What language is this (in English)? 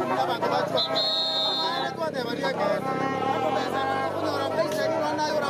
Gusii